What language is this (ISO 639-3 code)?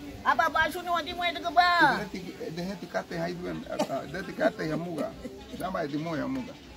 cab